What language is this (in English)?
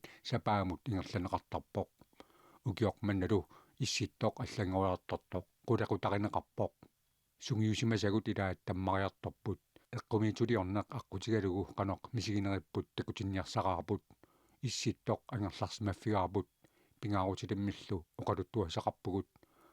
Kalaallisut